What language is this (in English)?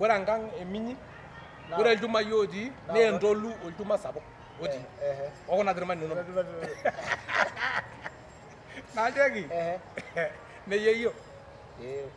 Masai